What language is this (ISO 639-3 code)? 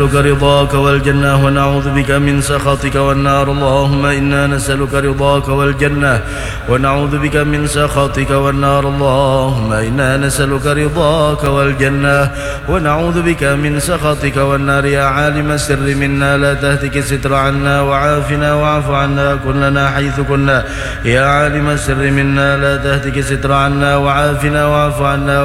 ara